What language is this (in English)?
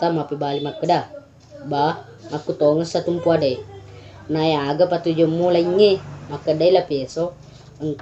Buginese